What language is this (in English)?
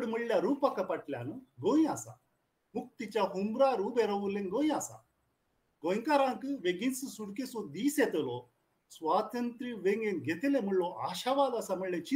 Konkani